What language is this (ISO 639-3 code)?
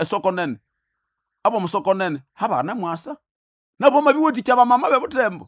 nnb